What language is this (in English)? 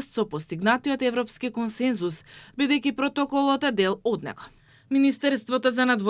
Macedonian